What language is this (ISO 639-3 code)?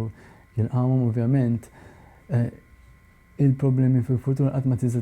mlt